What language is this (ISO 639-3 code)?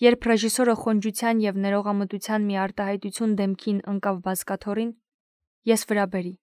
hye